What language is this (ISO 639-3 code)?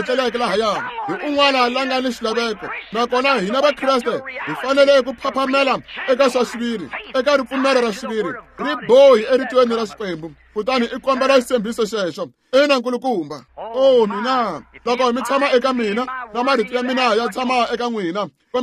tso